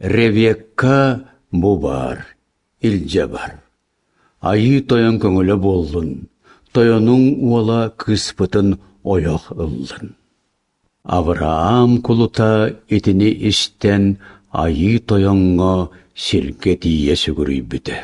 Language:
Yakut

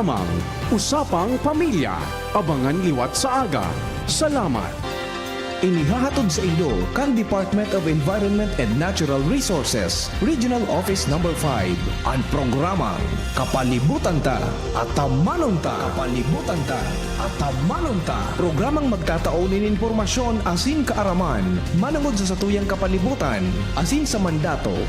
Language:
Bikol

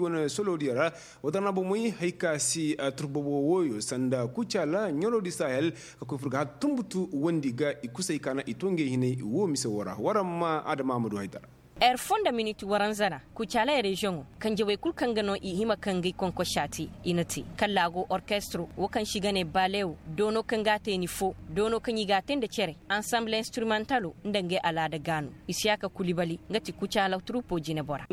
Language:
Koyraboro Senni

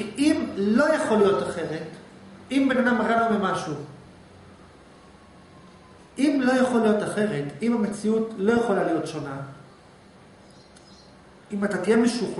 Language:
Hebrew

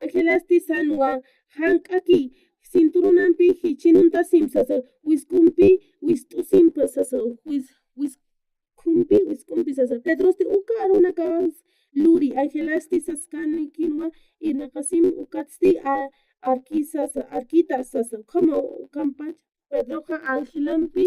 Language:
Aymara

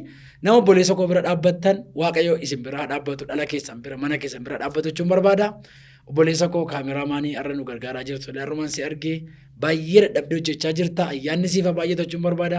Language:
Oromo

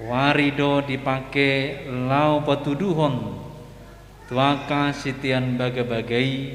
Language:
Batak Toba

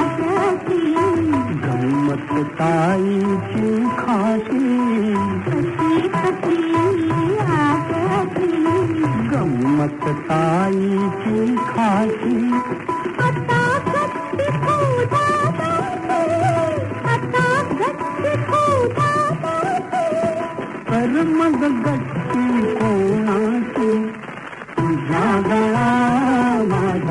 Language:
Marathi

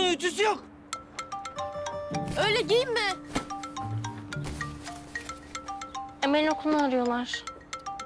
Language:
Turkish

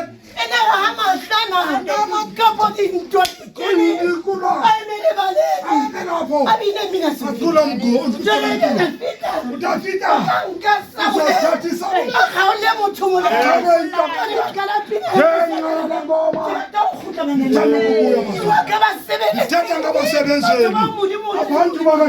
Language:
Southern Sotho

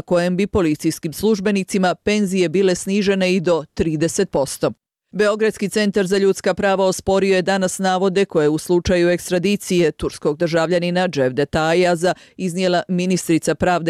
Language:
Bosnian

